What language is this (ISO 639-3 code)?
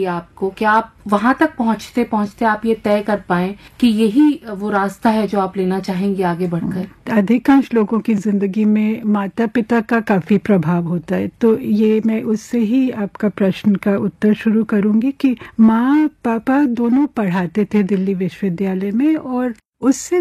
hin